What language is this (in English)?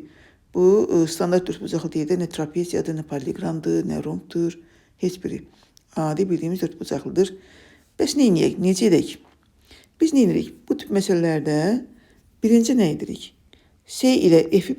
Azerbaijani